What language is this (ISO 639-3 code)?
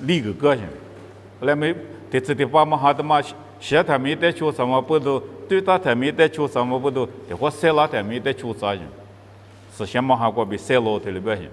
lis